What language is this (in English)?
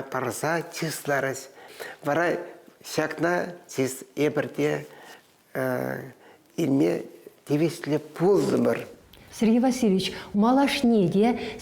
Chuvash